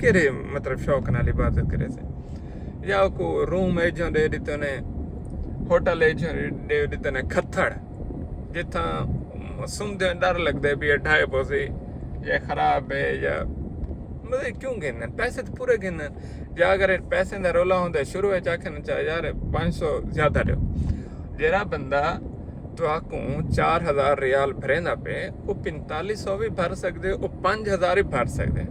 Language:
Saraiki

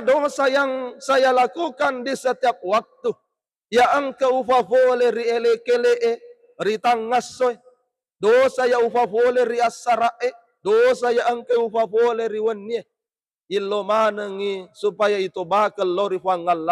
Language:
Buginese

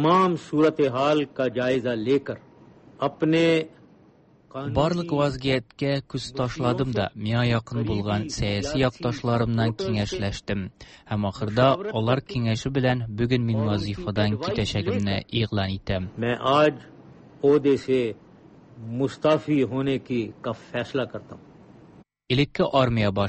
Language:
Tatar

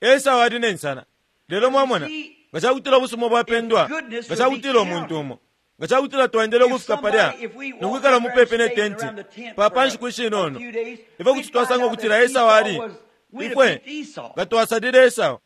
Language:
Bemba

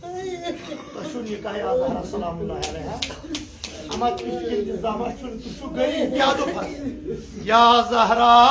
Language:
Kashmiri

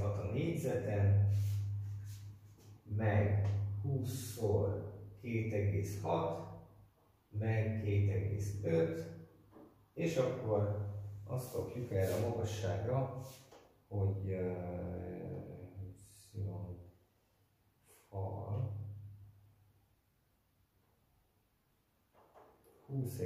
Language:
Hungarian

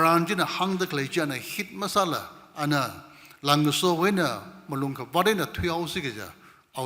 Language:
Tangkhul Naga (India)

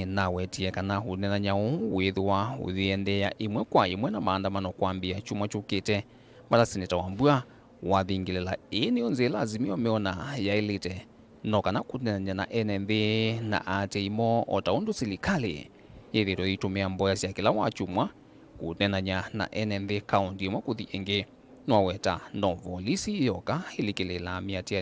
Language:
Kamba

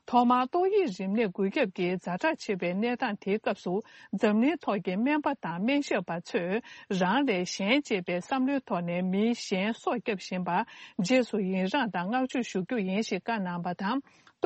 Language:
Tibetan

